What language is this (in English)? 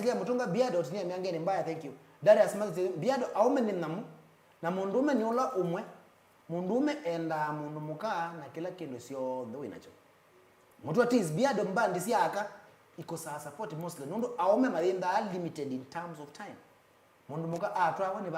Kamba